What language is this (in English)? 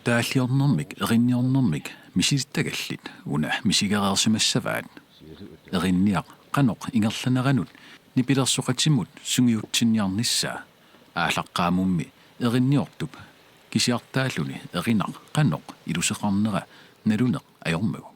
Kalaallisut